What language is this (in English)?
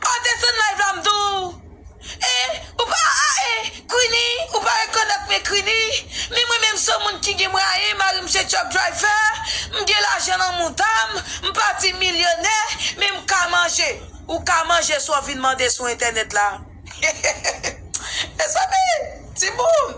Haitian Creole